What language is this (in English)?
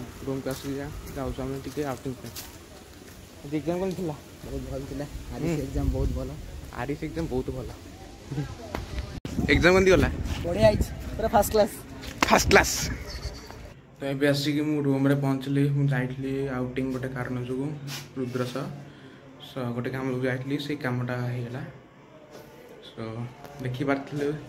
Odia